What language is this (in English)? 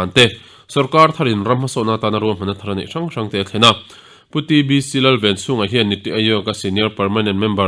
Mizo